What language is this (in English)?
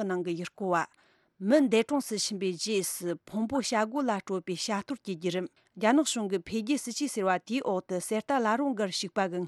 Tibetan